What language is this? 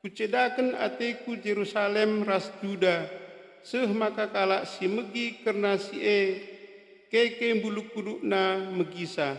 Batak Karo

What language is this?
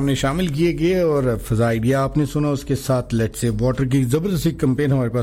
Urdu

